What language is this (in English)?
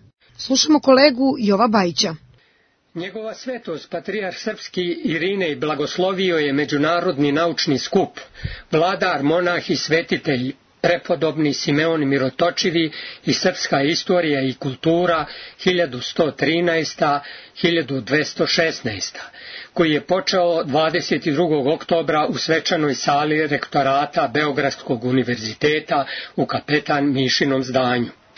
Serbian